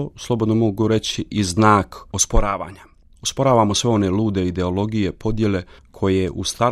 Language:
Croatian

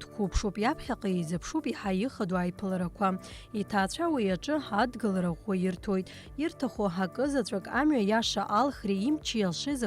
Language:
Abkhazian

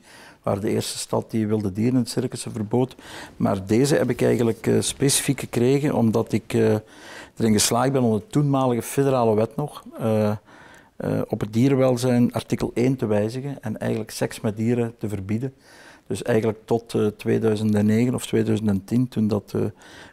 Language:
Dutch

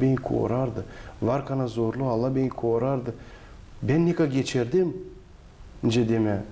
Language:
Gagauz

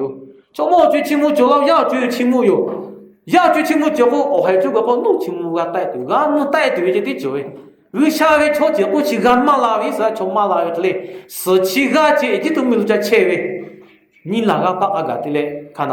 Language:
Lahu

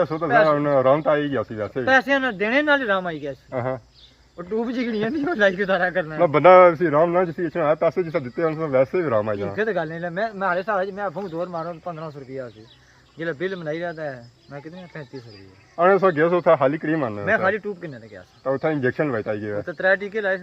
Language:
Pahari-Potwari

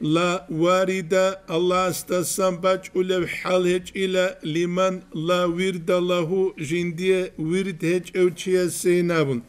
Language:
Avaric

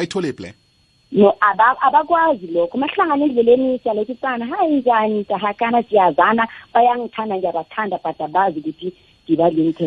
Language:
South Ndebele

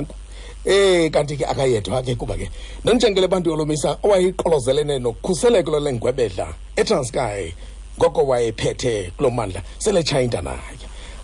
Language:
Xhosa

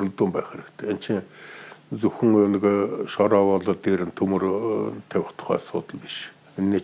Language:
Mongolian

